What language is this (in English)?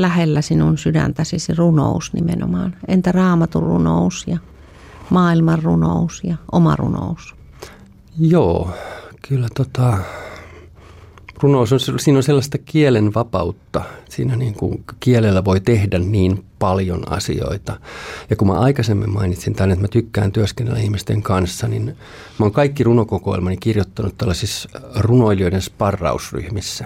Finnish